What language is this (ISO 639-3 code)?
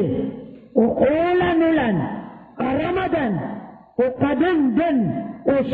mrw